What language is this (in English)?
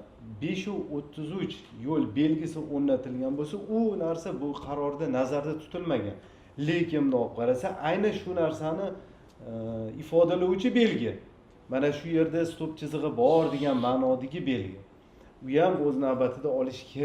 Uzbek